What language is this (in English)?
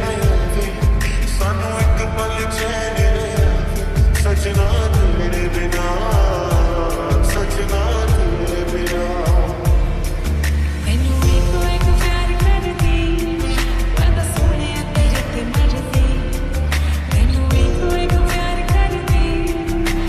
Punjabi